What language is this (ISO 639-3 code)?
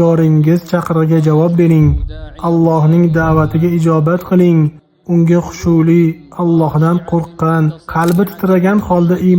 uzb